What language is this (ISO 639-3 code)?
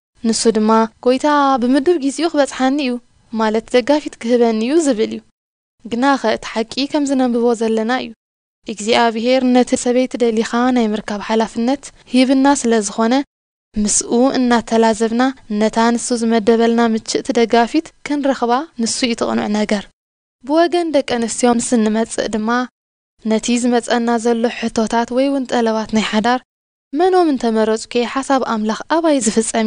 tir